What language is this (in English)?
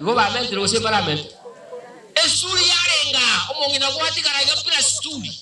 Gusii